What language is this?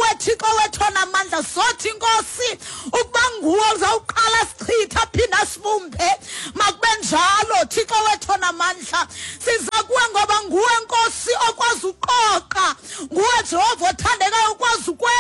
Xhosa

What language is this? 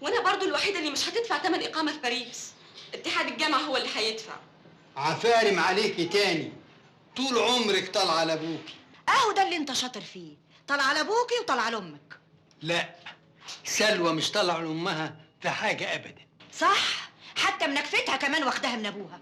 Egyptian Arabic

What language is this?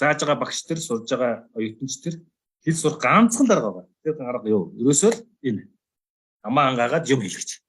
Mongolian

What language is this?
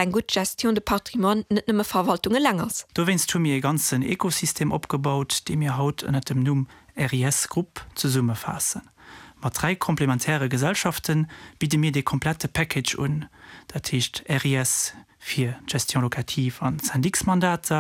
Luxembourgish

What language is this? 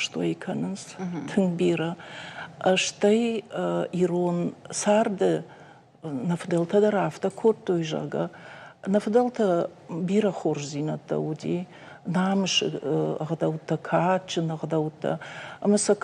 Ossetic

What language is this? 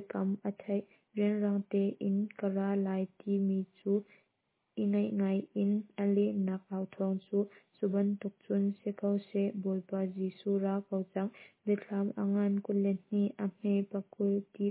Hakha Chin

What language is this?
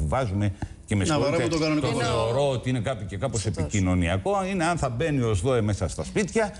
Greek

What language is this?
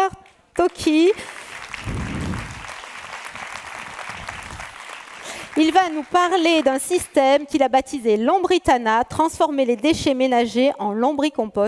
French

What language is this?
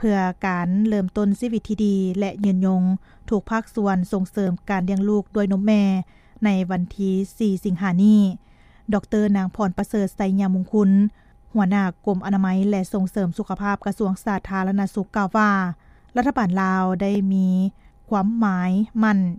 Lao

